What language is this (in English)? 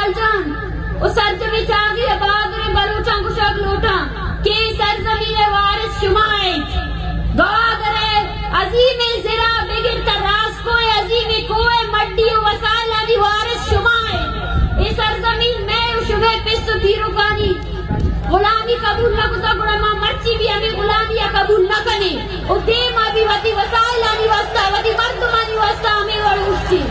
Baluchi